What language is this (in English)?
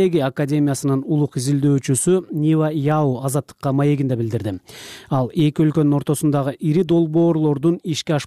Kyrgyz